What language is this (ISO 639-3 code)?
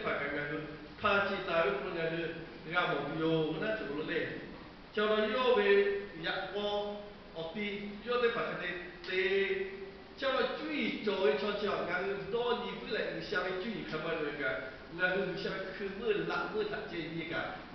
lhu